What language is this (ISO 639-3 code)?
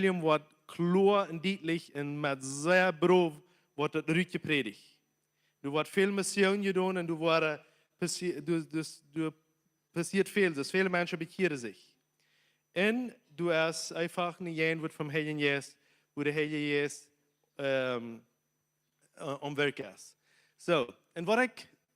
pdt